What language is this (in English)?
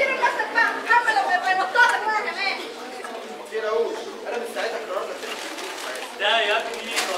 Egyptian Arabic